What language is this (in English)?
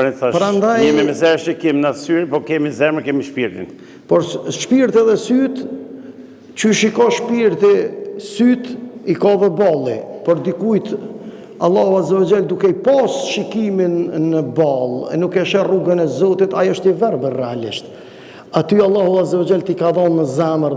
Albanian